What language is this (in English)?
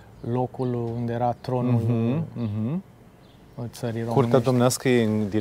Romanian